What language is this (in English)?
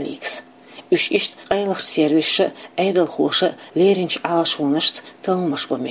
Chechen